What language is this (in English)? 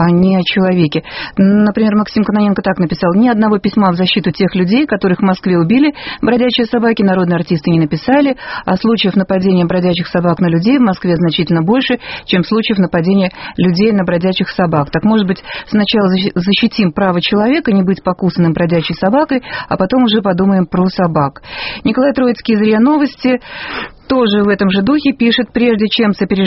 Russian